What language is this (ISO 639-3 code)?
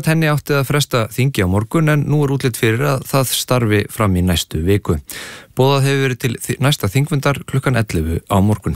isl